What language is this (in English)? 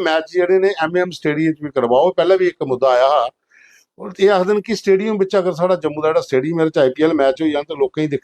Dogri